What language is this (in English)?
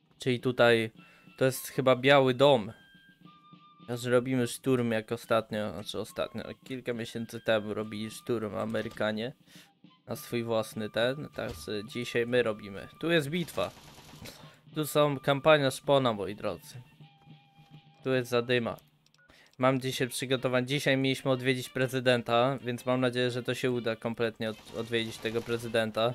Polish